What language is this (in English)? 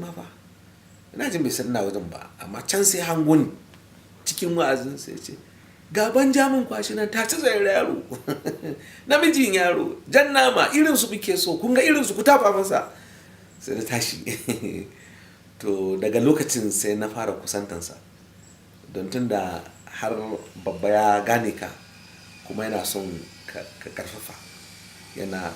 Hausa